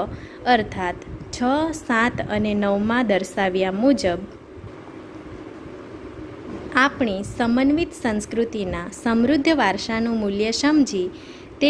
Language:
Gujarati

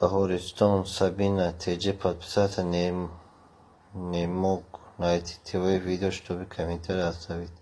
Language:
Tajik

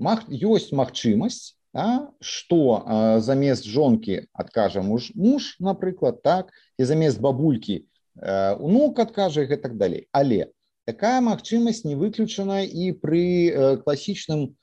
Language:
Belarusian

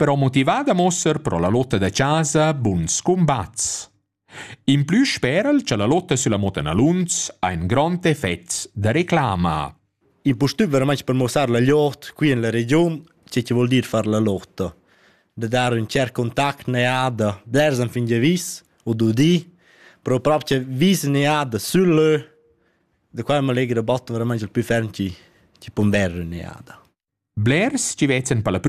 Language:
Romansh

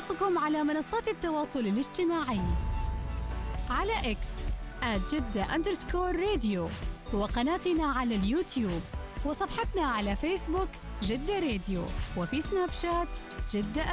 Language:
Arabic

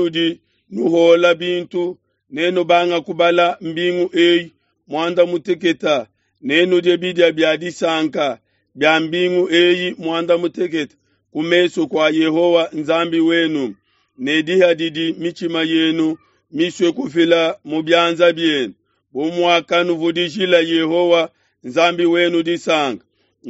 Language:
Luba-Lulua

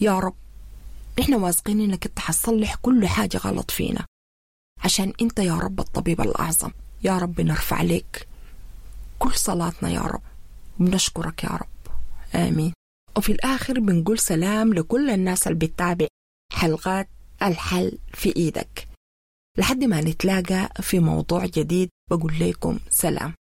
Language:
Sudanese Arabic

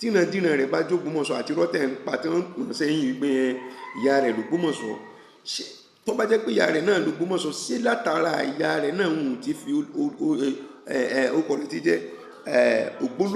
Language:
Yoruba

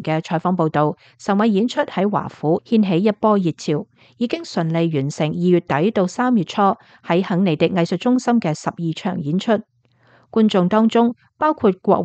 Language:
Cantonese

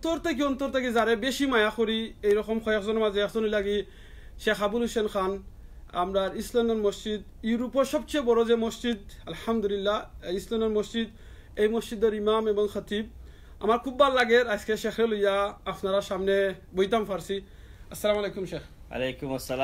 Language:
Sylheti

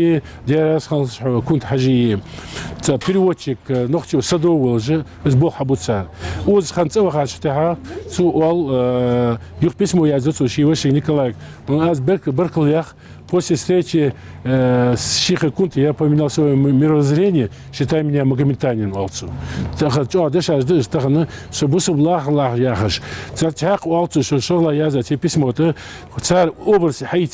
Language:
Ingush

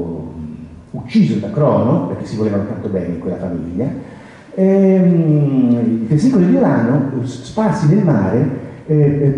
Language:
Italian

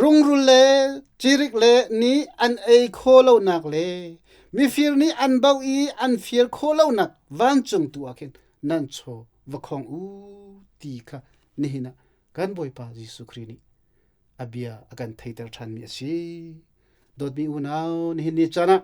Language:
Hakha Chin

